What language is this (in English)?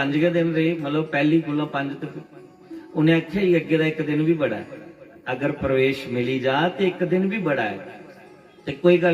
Dogri